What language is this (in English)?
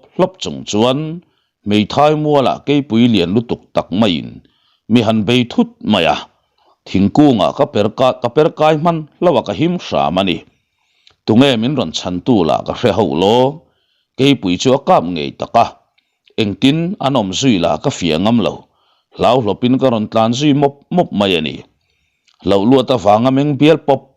Mizo